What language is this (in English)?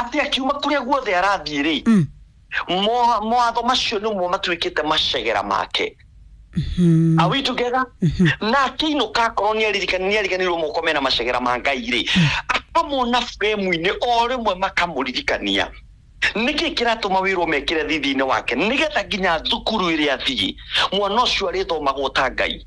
Kikuyu